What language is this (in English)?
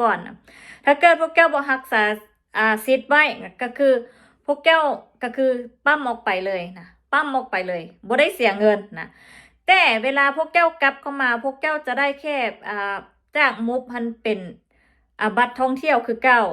Lao